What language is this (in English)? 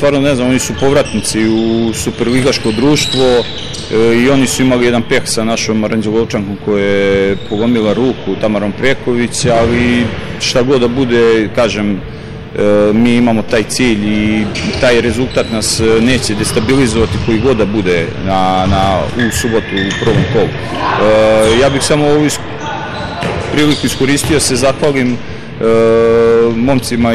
Serbian